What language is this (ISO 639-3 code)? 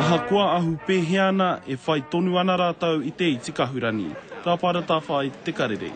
mri